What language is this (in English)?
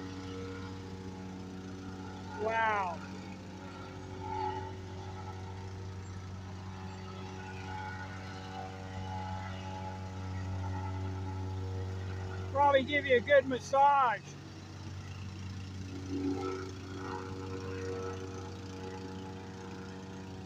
English